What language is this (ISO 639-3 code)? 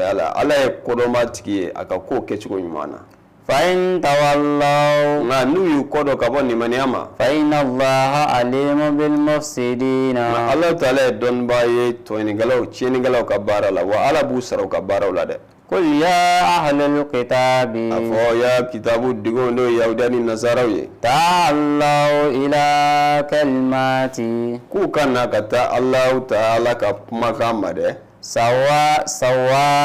bam